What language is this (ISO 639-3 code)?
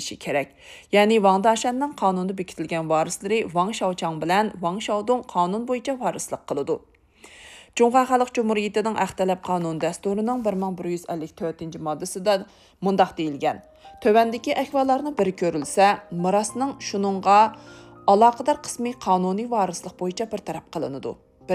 uig